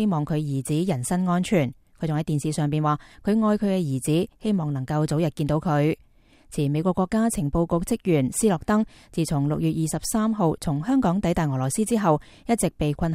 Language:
Cantonese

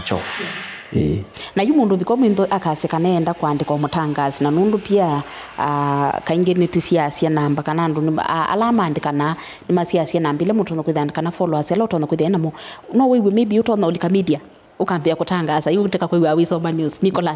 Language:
Kamba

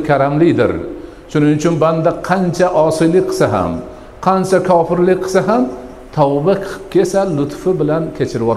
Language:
Uzbek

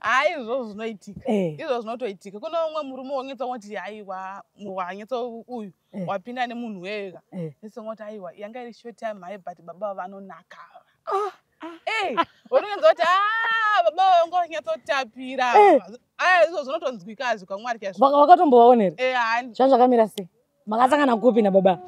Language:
Shona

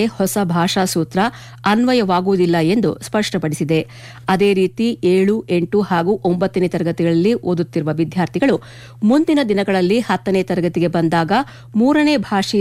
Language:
Kannada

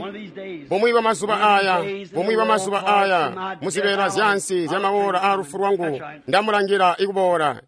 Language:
Tonga (Zambia)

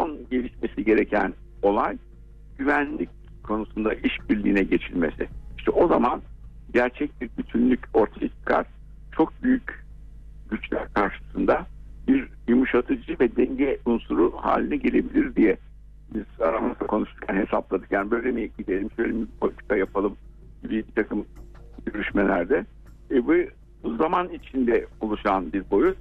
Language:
Turkish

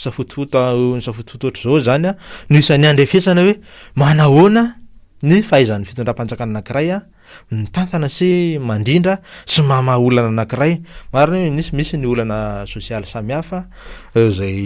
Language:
Malagasy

